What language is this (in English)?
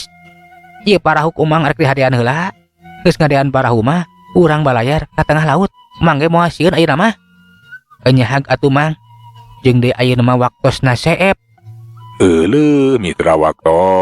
Sundanese